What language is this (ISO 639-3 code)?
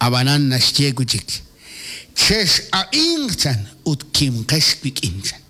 kek